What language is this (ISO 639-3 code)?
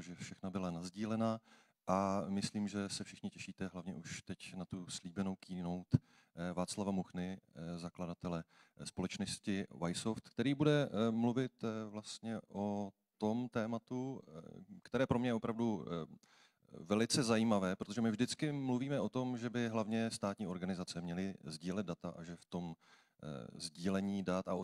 ces